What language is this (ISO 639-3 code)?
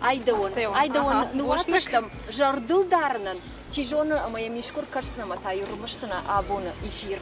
oss